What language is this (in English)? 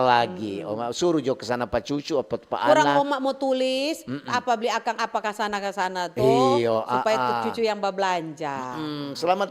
Manado Malay